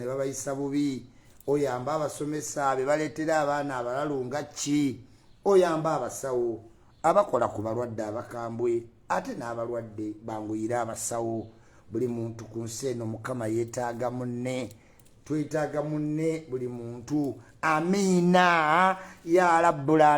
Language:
Ganda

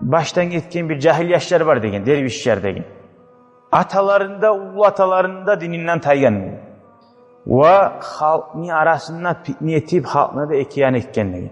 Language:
Kumyk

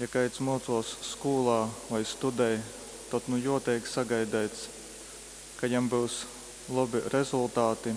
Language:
Latgalian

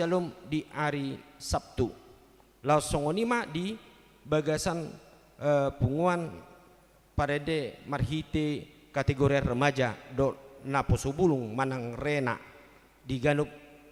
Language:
Batak Toba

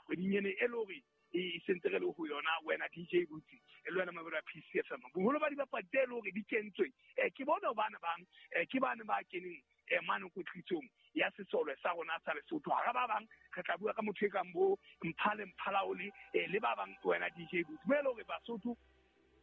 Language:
Southern Sotho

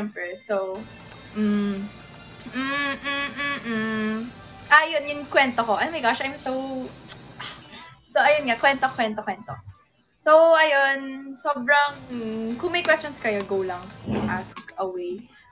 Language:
Filipino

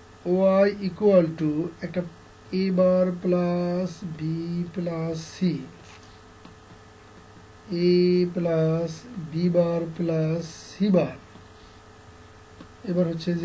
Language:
Bangla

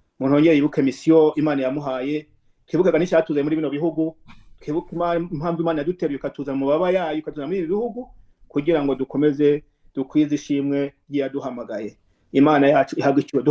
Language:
Kinyarwanda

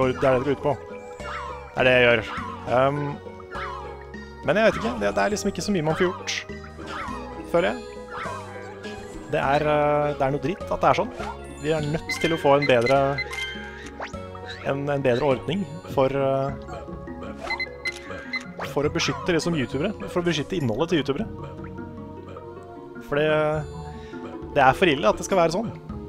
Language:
Norwegian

